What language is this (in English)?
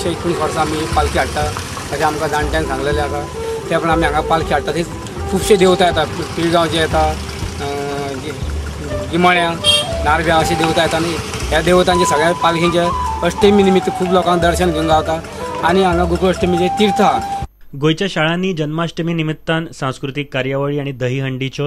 Konkani